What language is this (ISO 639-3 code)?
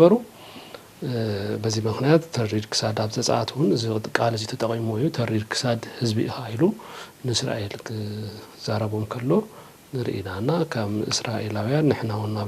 tir